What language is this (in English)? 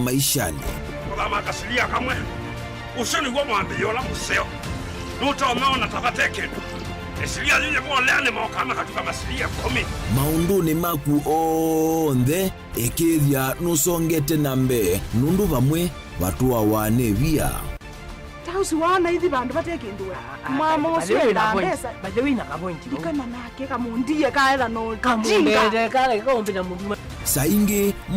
Kamba